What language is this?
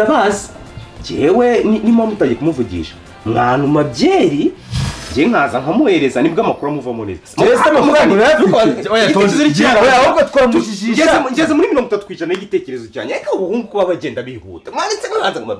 Kinyarwanda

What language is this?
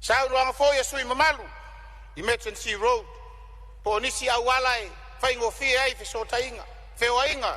Samoan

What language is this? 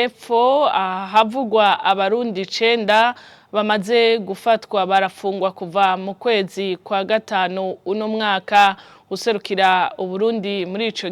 Rundi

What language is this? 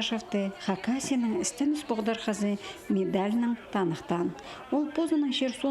Khakas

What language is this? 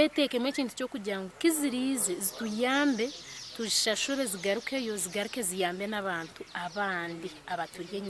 Nyankole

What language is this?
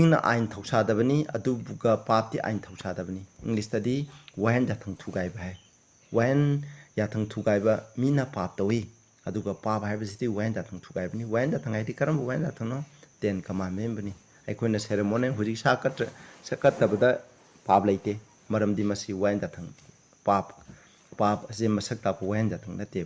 Manipuri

